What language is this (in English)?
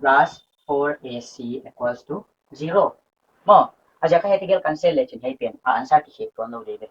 Paite Chin